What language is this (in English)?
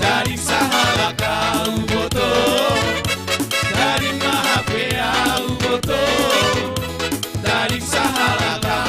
Batak Simalungun